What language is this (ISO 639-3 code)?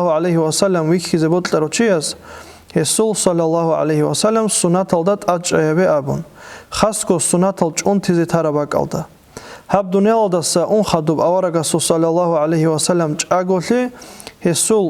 ava